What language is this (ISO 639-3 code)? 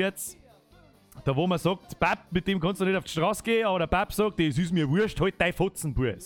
bar